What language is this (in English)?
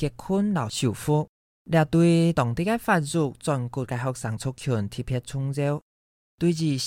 Hakka Chinese